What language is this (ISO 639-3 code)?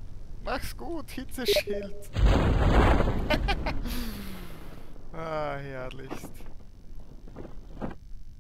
deu